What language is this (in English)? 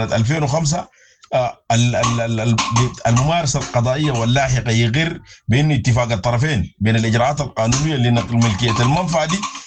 Sudanese Arabic